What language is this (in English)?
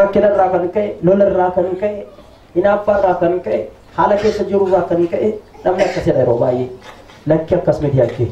Oromo